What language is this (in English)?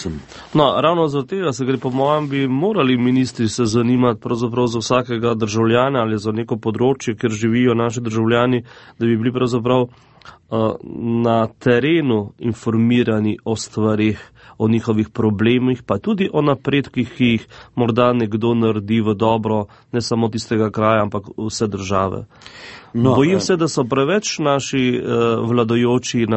Slovenian